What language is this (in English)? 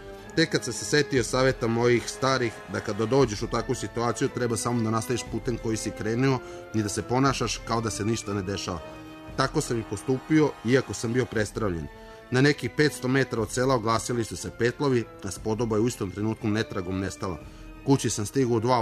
Serbian